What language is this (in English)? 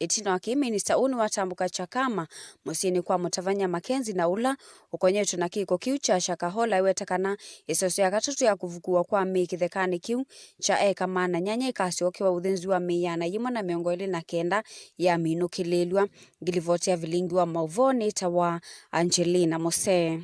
Kamba